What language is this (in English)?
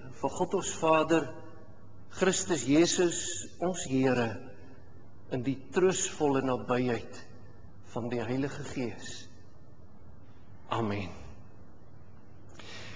Afrikaans